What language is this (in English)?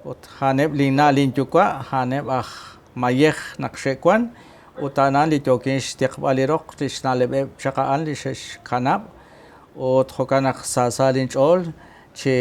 Kekchí